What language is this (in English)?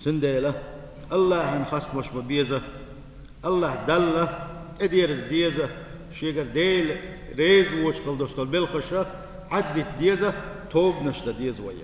Chechen